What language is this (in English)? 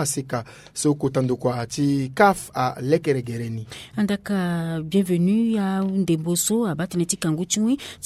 Sango